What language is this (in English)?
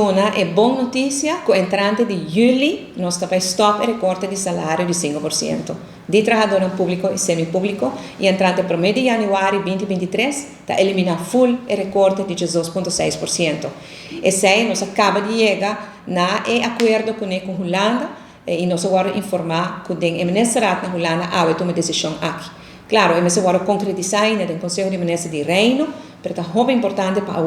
Papiamento